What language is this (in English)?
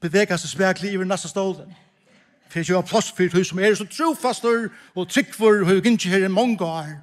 Faroese